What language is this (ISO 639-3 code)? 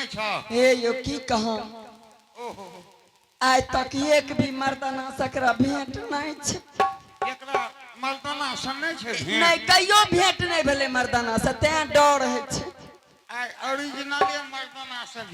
anp